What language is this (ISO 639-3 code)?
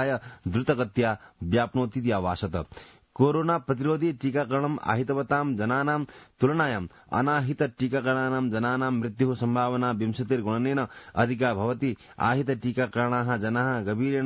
san